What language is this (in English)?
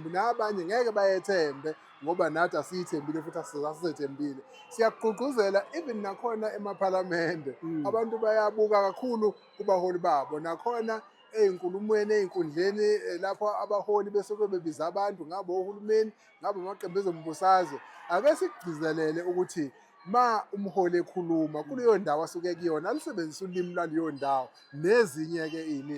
Zulu